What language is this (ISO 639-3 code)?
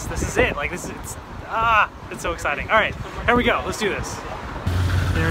eng